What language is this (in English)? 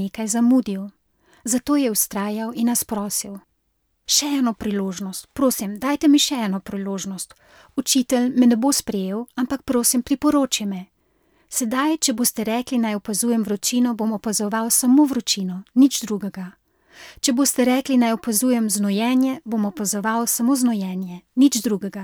Slovenian